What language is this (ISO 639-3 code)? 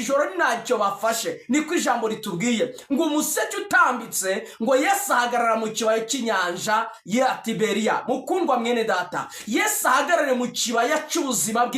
kin